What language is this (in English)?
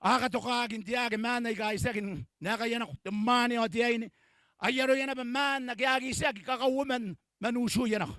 Gilbertese